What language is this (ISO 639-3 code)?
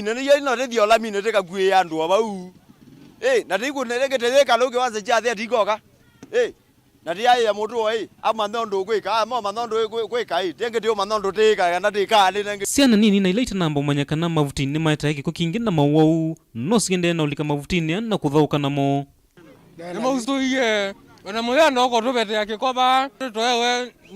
kam